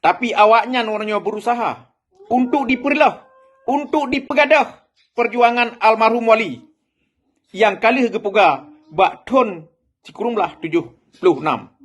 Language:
Achinese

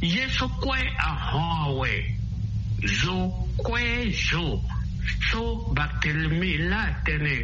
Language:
Sango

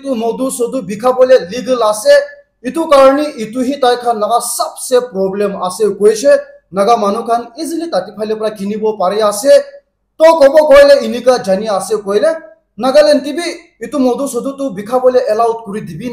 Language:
Naga Pidgin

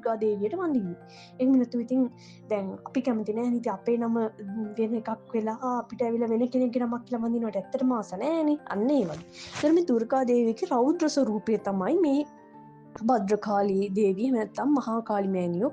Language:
Sinhala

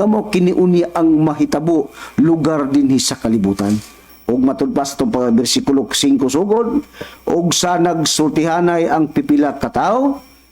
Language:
Cebuano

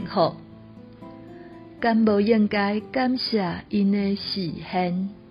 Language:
Min Nan Chinese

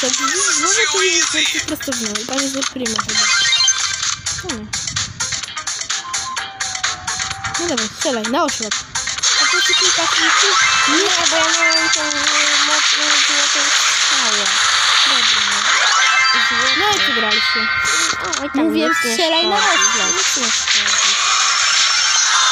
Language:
Polish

